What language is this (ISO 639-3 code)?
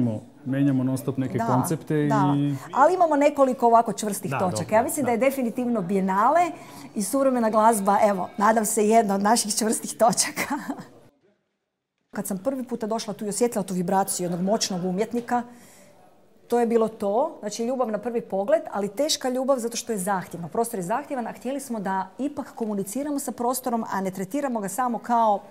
hrv